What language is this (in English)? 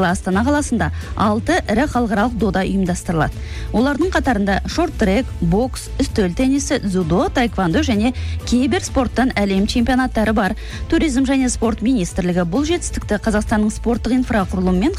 Kazakh